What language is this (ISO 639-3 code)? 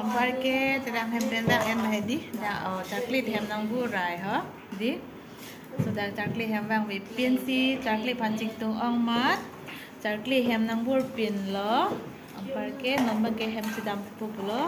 mjw